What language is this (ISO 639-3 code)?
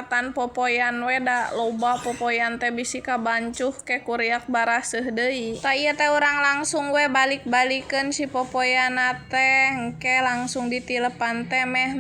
sun